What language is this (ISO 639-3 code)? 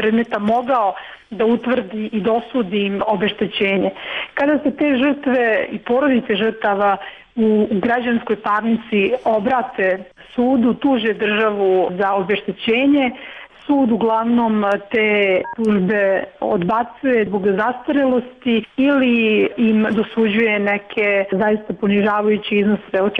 srp